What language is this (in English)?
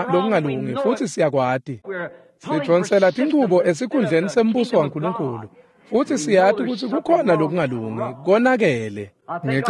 Swati